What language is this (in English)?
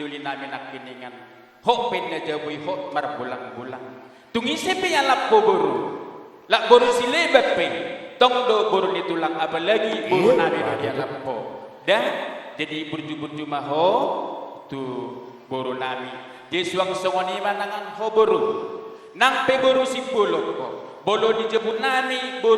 Batak Toba